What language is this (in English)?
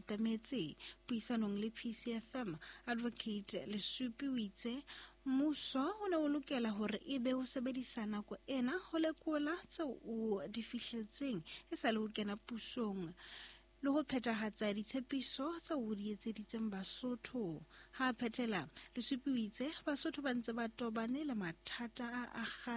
Southern Sotho